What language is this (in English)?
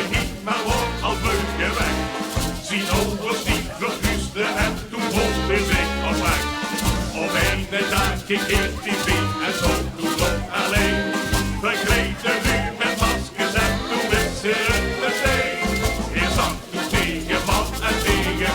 Limburgish